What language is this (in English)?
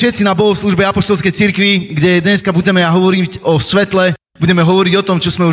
Slovak